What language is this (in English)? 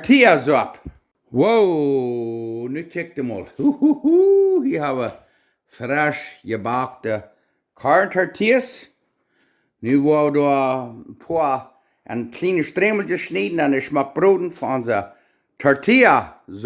Plautdietsch